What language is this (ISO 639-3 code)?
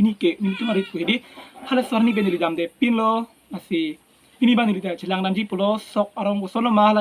mjw